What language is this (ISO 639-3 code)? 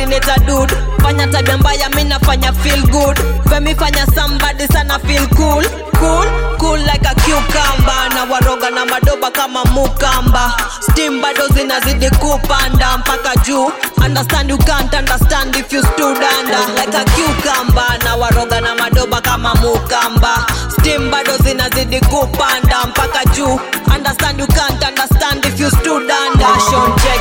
swa